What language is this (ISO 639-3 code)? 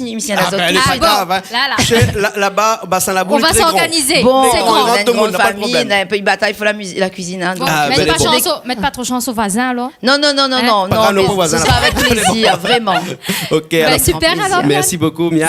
rcf